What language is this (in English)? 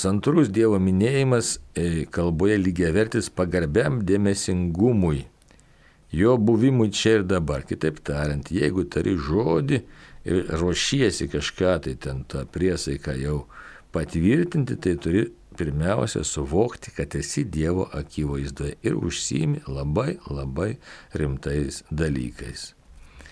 Lithuanian